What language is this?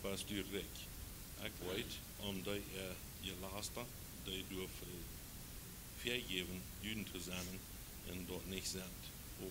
Plautdietsch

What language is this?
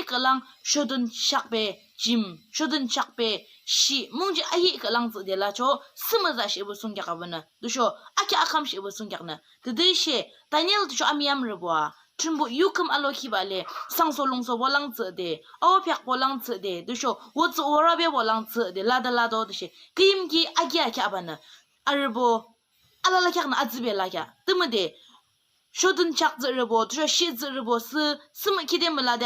Yimchungru Naga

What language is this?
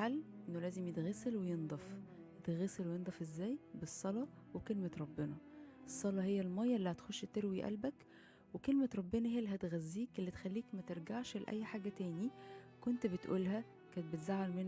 Egyptian Arabic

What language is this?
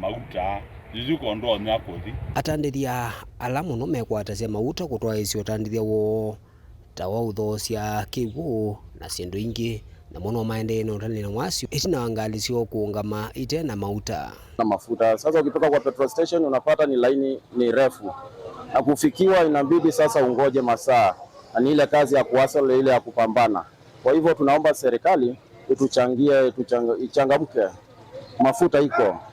Kamba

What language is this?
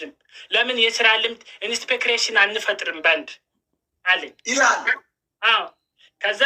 Amharic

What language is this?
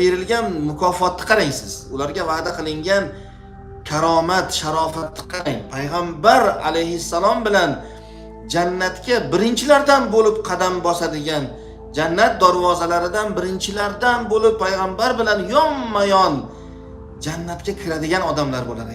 Uzbek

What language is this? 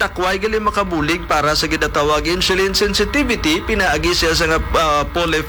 Hiligaynon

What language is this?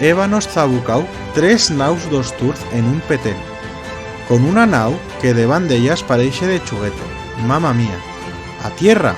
Aragonese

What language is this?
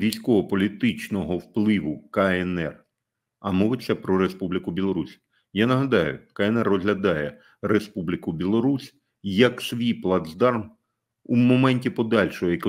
Ukrainian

